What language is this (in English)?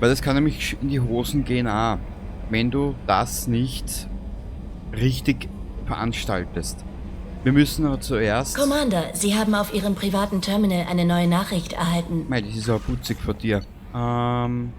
Bavarian